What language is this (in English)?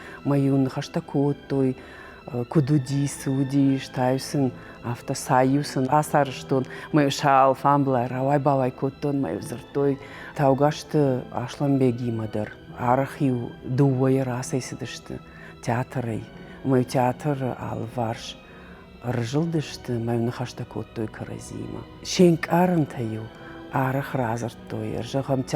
Ossetic